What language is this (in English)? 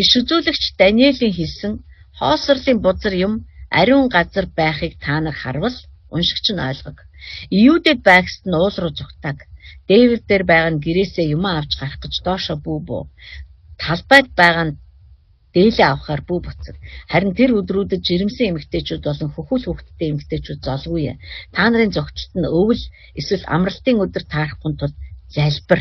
Mongolian